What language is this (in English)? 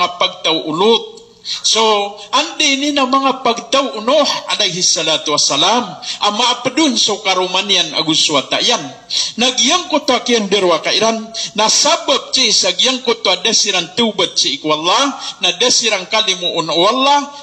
Maranao